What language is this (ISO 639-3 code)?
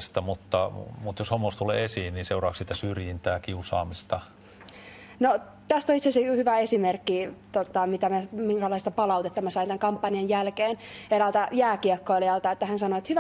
fin